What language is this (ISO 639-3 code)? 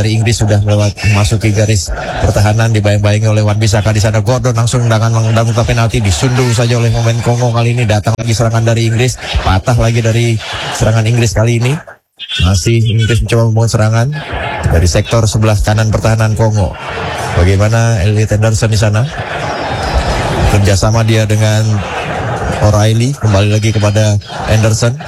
ind